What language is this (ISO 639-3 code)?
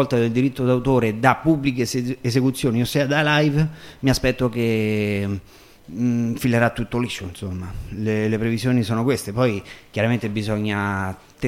ita